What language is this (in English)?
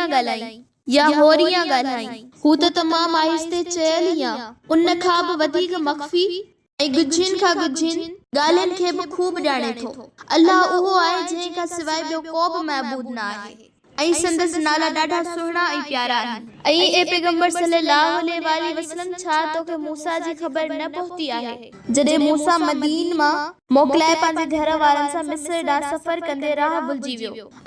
Sindhi